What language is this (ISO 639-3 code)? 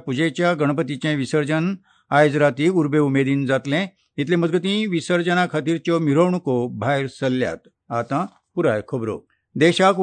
kok